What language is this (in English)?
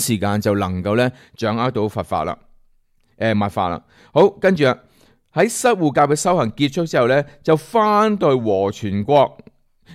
Cantonese